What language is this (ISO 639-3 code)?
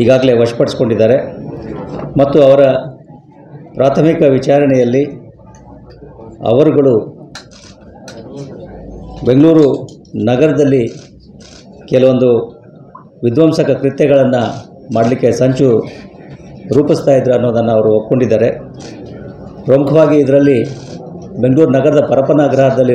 kan